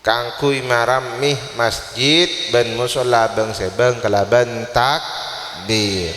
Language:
Madurese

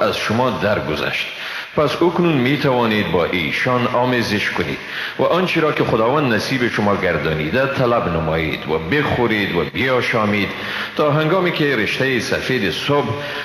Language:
Persian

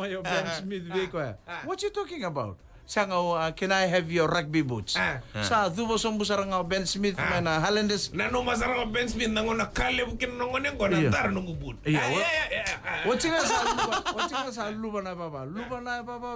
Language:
Fijian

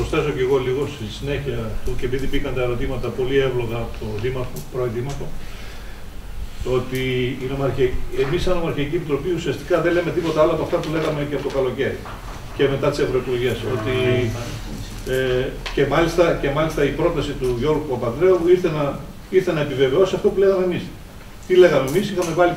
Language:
Greek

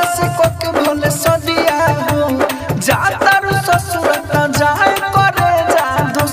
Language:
Bhojpuri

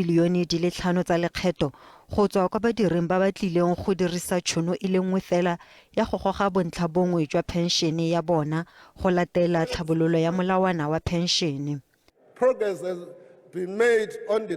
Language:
Tswana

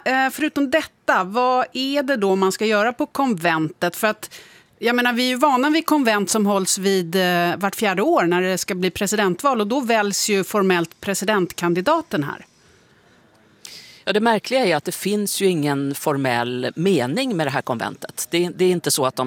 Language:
Swedish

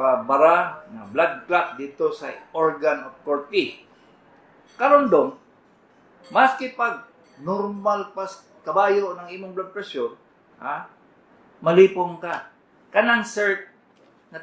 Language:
Cebuano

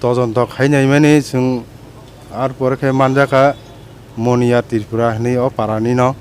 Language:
Kok Borok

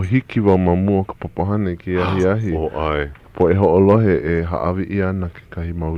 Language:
Hawaiian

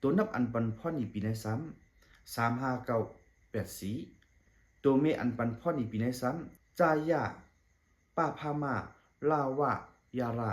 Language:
Shan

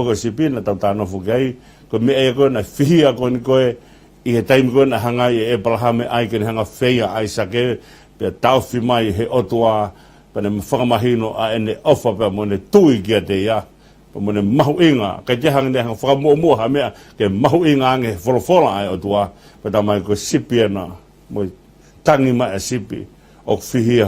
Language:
Tongan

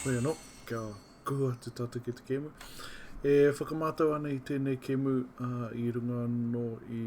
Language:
Māori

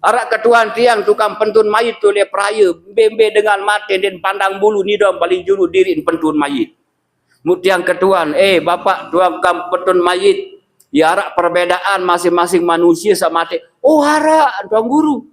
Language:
Sasak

